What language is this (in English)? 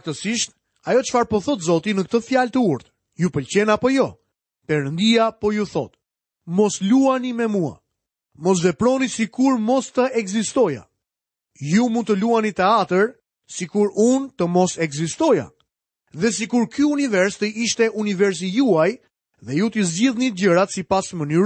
Albanian